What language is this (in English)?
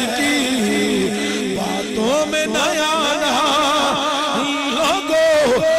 Urdu